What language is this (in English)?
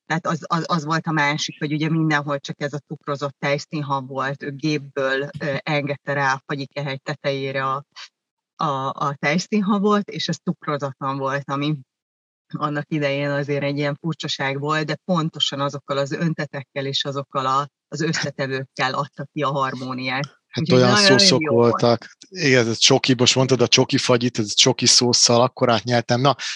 Hungarian